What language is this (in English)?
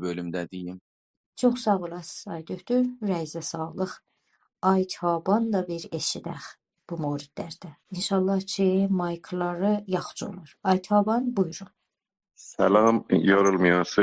South Azerbaijani